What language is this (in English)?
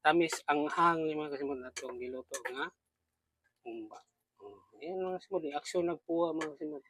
Cebuano